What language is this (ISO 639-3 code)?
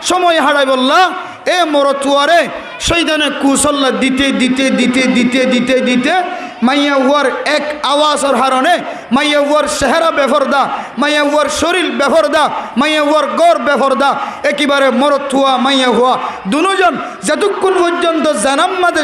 rhg